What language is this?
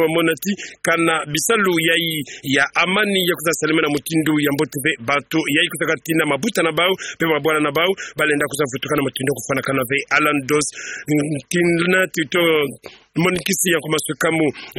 Kituba (Democratic Republic of Congo)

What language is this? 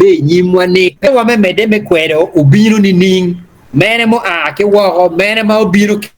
Acoli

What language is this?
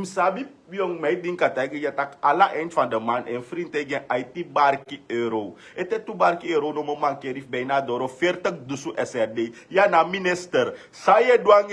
Sranan Tongo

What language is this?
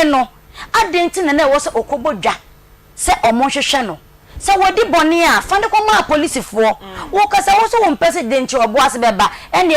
Akan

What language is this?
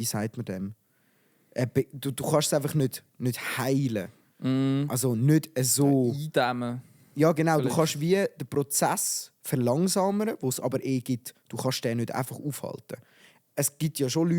Swiss German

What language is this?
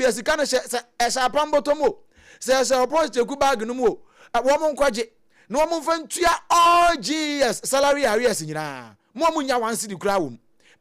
Akan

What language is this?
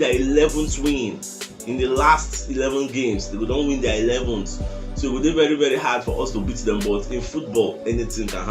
Nigerian Pidgin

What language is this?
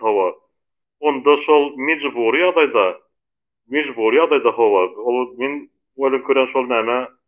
Turkmen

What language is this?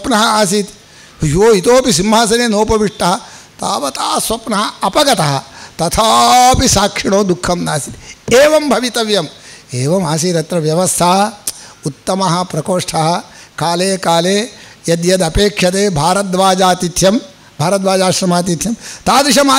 Sanskrit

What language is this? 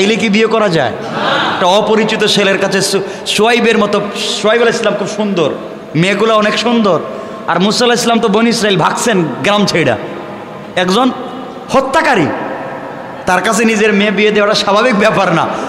Bangla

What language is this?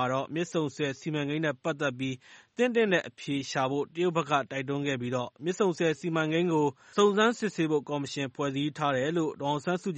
Burmese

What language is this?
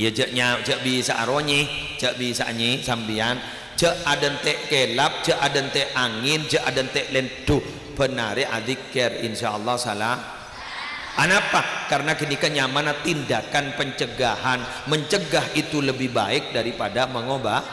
Madurese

